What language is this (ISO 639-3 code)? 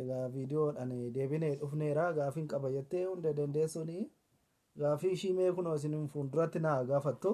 orm